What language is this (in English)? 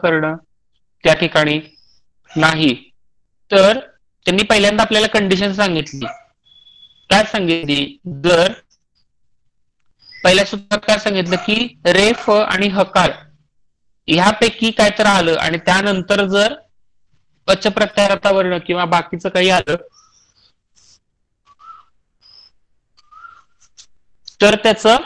Marathi